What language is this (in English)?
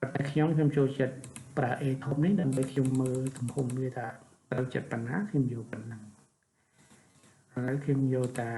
Khmer